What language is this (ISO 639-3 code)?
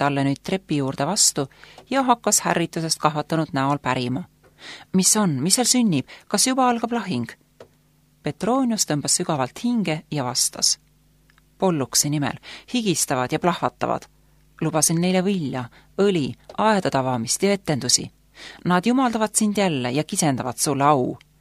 est